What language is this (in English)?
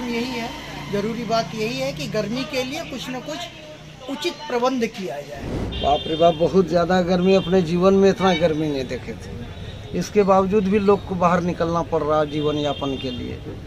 Hindi